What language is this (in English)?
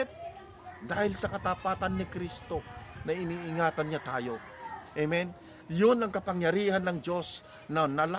Filipino